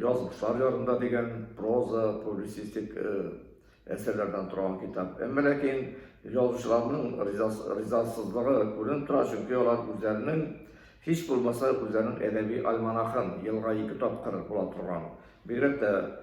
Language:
Tatar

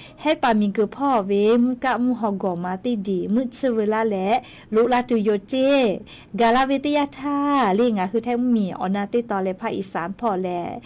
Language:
Lahu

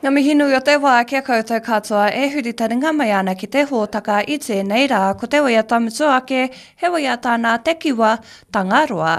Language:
Māori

